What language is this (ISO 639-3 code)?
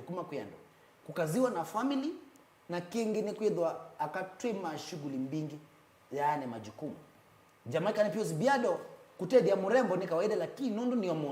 kam